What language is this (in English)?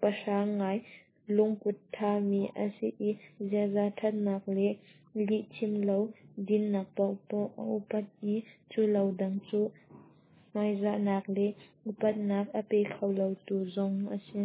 Hakha Chin